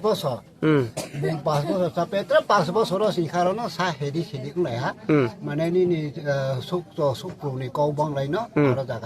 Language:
Riang (India)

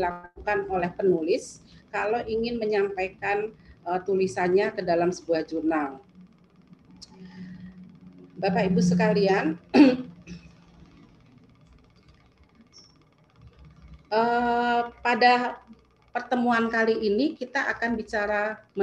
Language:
Indonesian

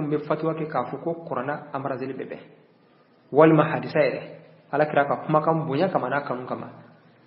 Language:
Bambara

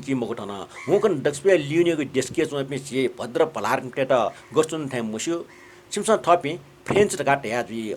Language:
Newari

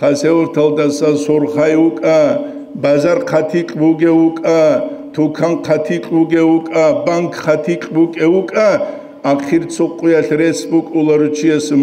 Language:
Avaric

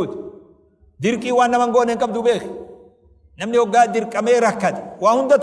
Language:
Oromo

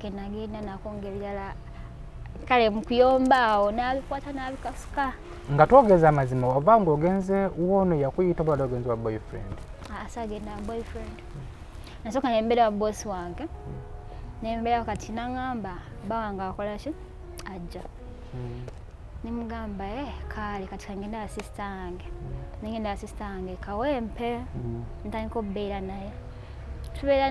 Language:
Ganda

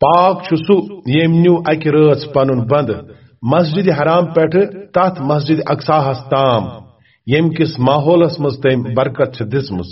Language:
Kashmiri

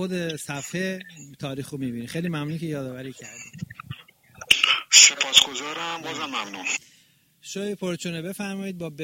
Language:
Persian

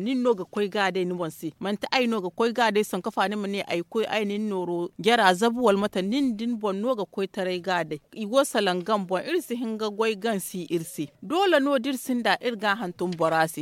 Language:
Zarma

